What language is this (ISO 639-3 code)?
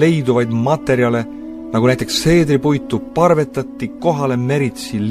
est